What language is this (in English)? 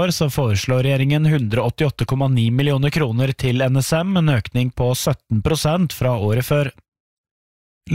Norwegian